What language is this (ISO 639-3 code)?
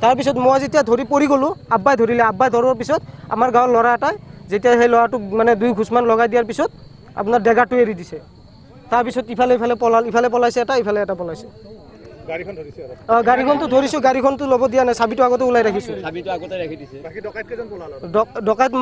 asm